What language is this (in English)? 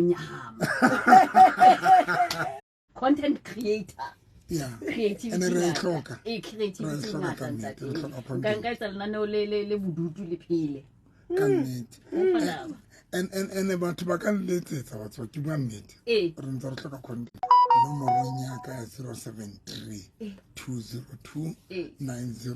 Southern Sotho